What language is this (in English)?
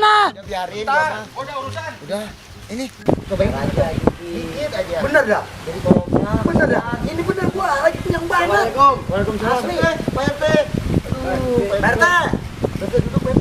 Betawi